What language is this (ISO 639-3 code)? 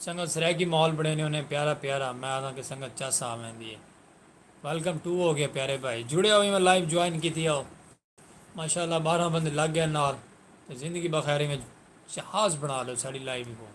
skr